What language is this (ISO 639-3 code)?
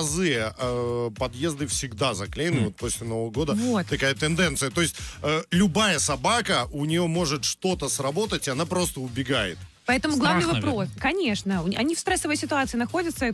rus